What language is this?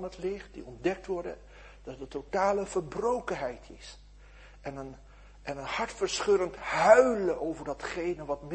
Dutch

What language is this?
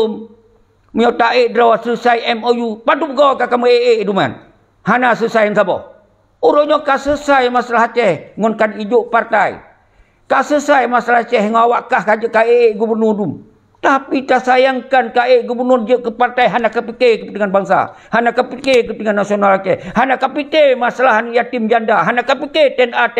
Achinese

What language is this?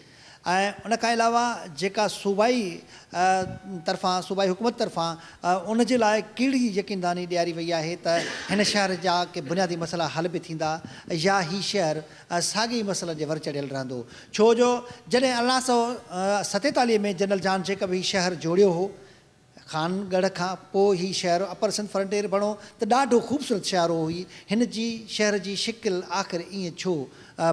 Sindhi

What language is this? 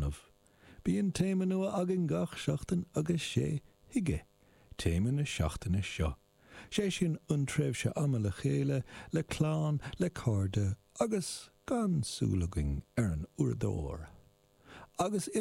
Irish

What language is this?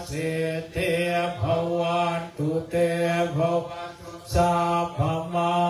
Pali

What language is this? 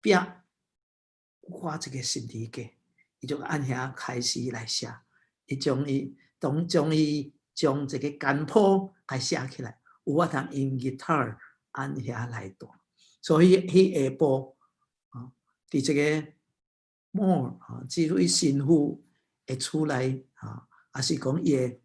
Min Nan Chinese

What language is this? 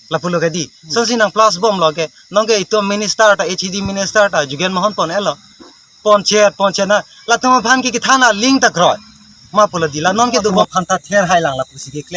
Karbi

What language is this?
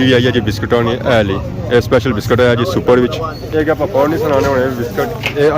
Pahari-Potwari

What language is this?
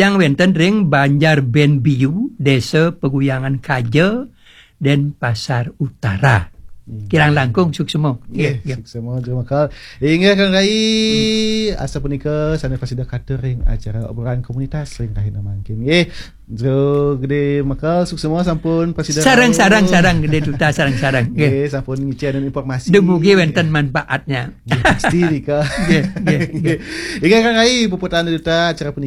Balinese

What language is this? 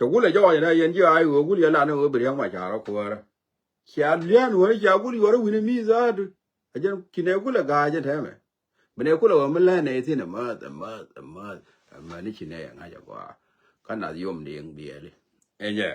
Nuer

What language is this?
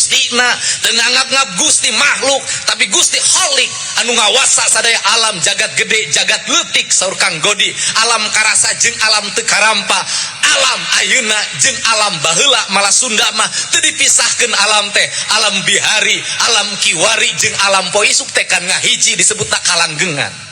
Sundanese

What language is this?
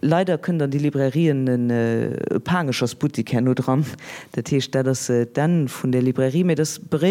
Luxembourgish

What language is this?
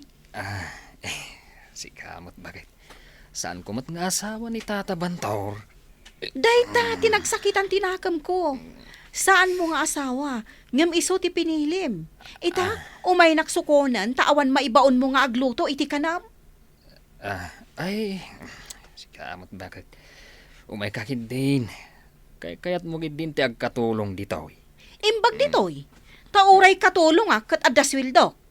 Iloko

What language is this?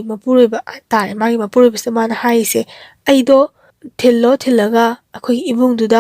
Manipuri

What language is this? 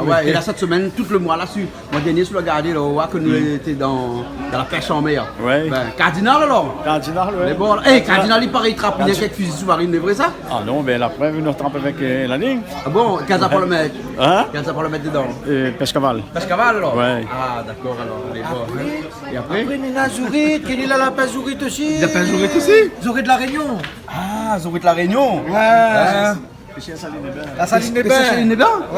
Réunion Creole French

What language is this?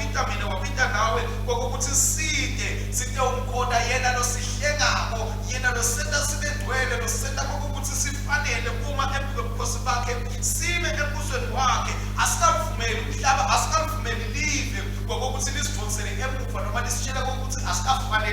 Swati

